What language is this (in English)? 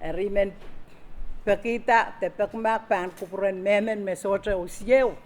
Pohnpeian